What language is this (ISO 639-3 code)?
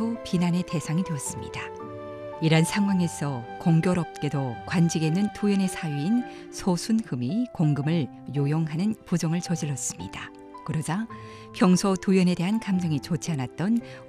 kor